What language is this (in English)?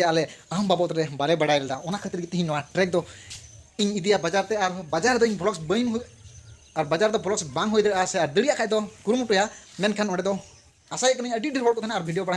Santali